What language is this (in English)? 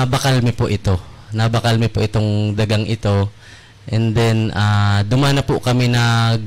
Bikol